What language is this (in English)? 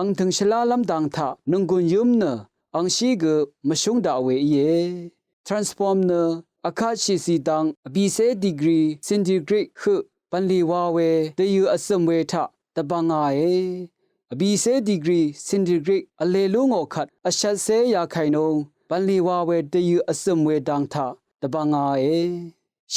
Rawang